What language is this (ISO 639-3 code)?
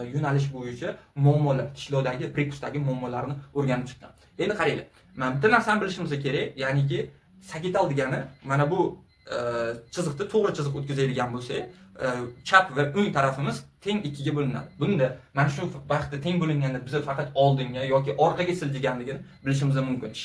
uzb